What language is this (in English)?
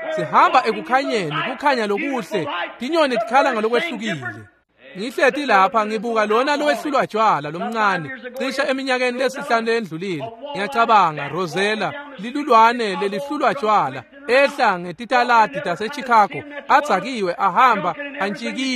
Swati